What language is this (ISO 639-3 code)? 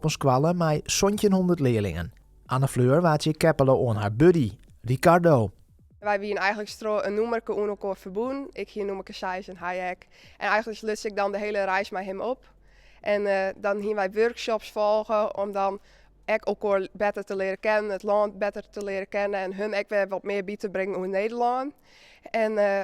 fry